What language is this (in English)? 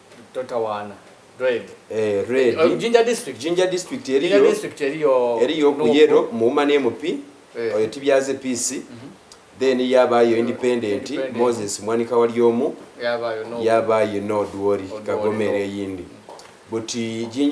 Soga